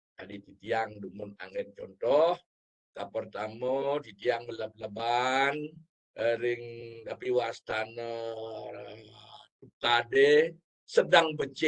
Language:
Balinese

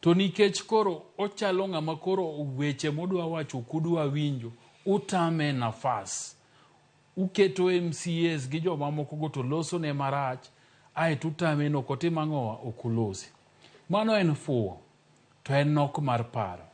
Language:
Luo (Kenya and Tanzania)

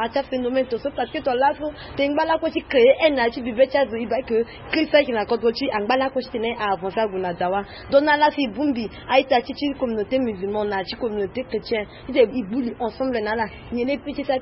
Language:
Sango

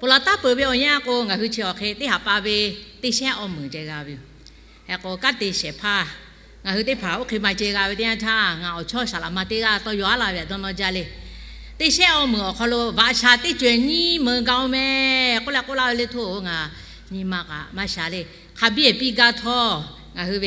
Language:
Lahu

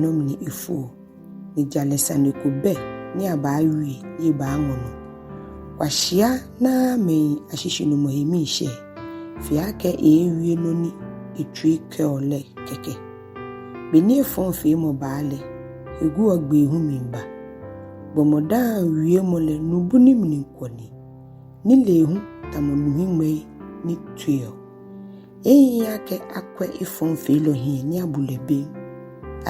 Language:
Ga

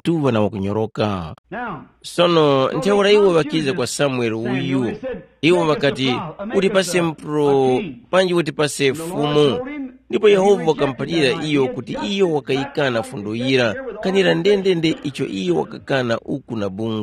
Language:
Tumbuka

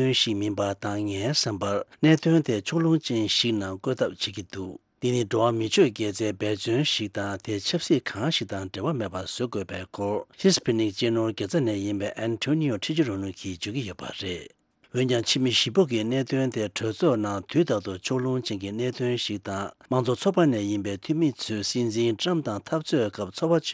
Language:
Tibetan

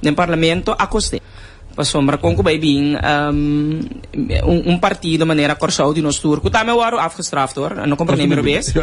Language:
Papiamento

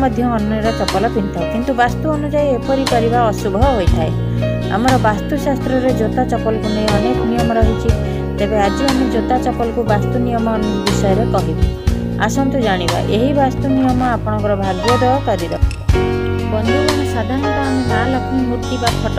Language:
Odia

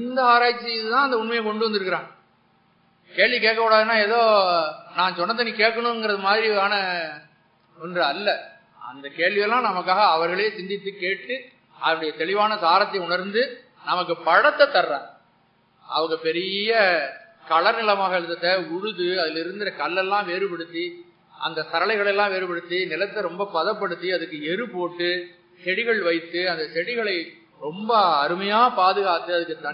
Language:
Tamil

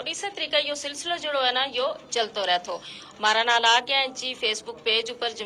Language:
Gujari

